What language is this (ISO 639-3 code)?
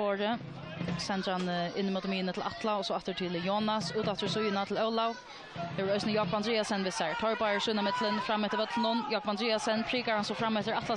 fao